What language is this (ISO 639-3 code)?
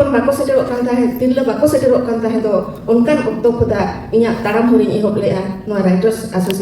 sat